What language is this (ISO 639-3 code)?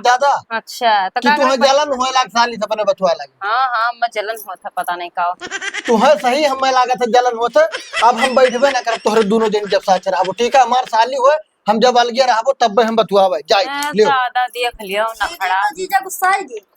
awa